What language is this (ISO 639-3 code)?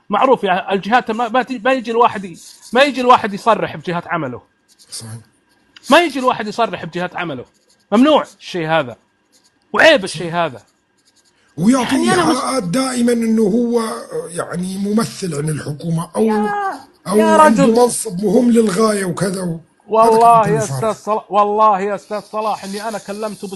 apc